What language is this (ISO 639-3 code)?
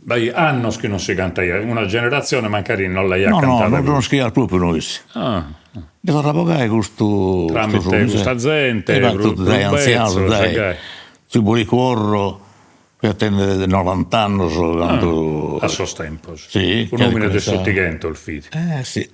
srd